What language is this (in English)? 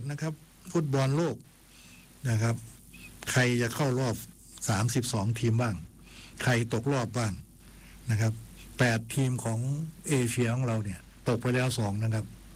Thai